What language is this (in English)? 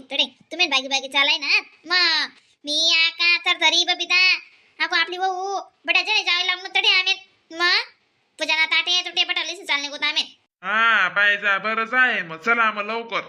Khandesi